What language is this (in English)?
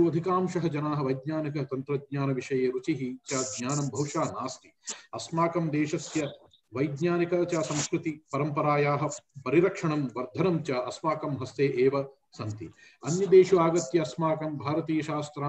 Sanskrit